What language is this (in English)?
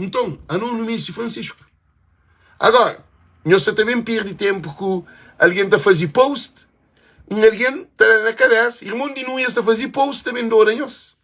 Kabuverdianu